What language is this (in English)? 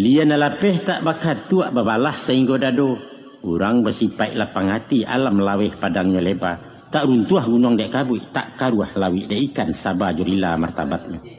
Minangkabau